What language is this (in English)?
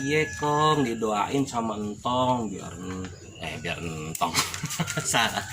Betawi